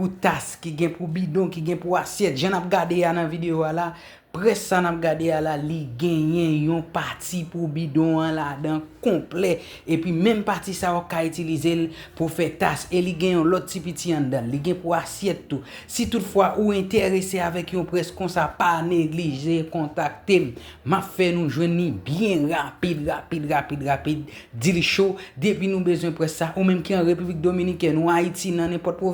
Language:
Haitian Creole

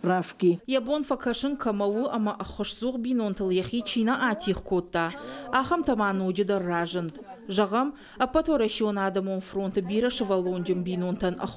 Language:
Ossetic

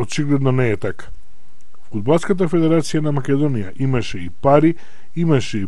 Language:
Macedonian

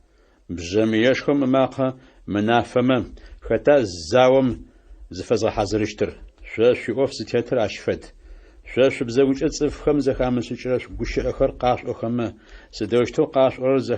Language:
Adyghe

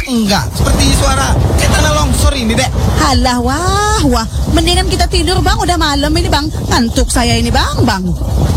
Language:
Indonesian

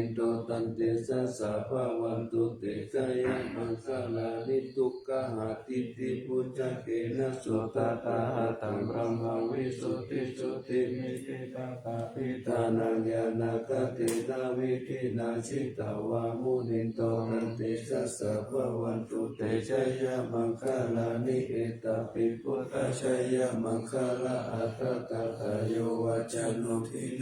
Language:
Pali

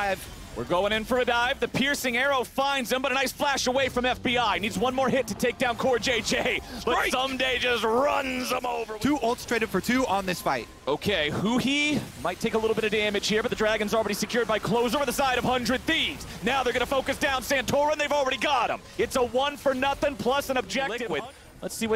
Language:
English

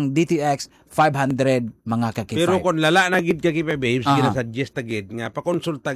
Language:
Hiligaynon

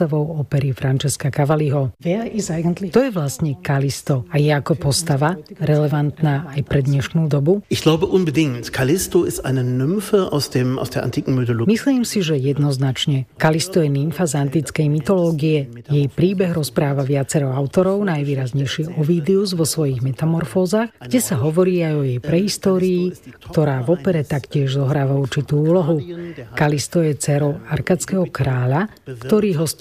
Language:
Slovak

